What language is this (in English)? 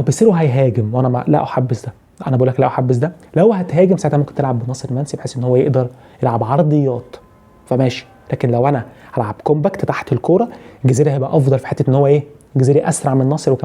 Egyptian Arabic